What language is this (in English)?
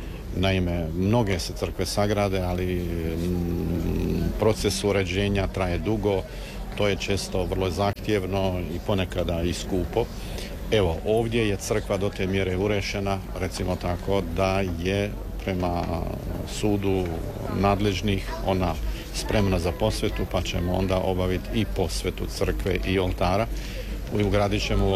Croatian